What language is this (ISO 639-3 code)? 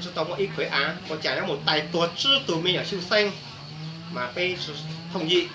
hmn